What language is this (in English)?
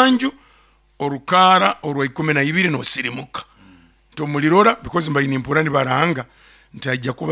Nyoro